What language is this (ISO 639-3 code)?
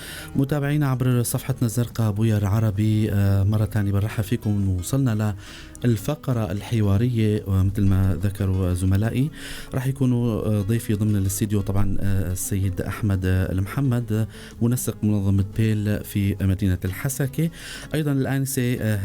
apc